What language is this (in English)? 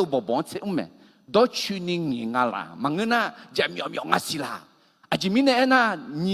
Akha